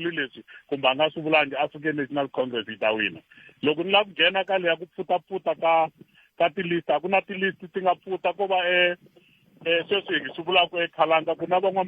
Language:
Tsonga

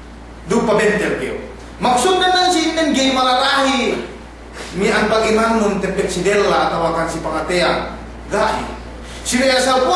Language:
Yakan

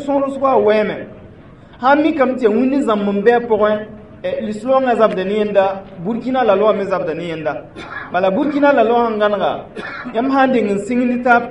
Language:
Mossi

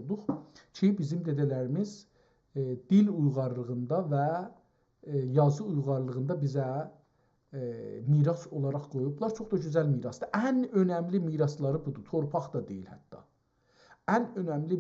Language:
South Azerbaijani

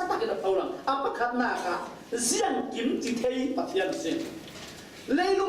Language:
Falam Chin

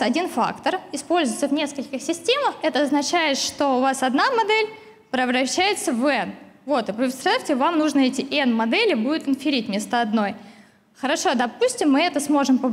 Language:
Russian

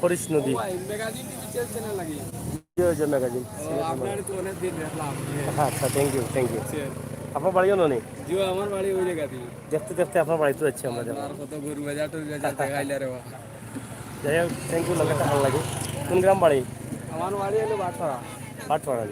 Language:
Sylheti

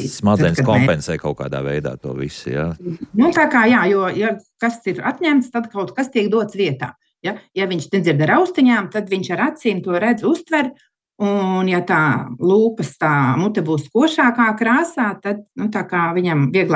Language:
Latvian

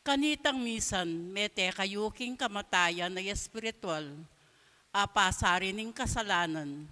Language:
Pampanga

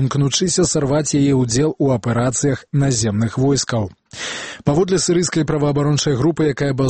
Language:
Belarusian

